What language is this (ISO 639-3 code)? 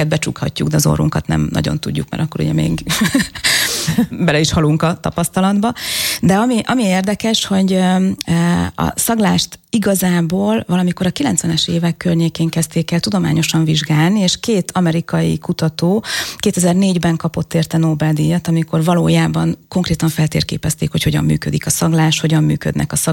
hun